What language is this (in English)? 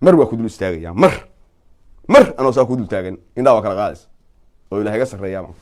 Somali